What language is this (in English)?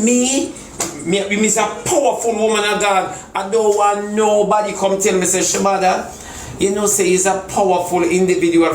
Jamaican Creole English